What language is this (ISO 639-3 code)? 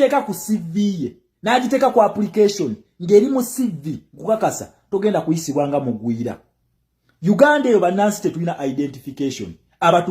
lug